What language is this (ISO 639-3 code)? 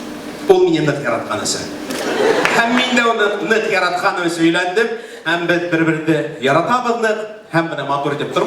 bak